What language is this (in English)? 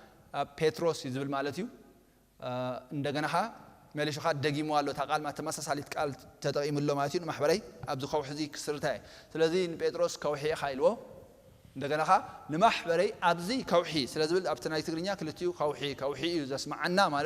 Tigrinya